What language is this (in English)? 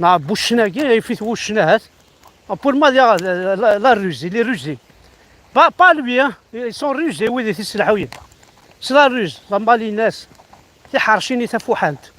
Kabyle